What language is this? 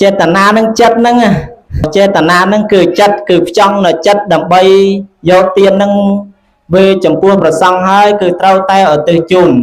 Khmer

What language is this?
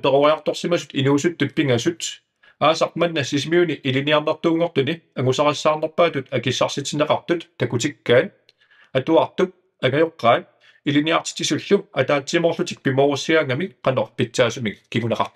Kalaallisut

